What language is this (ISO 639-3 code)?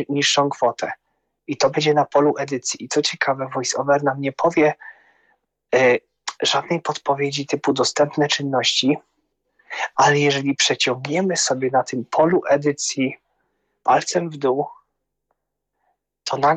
pol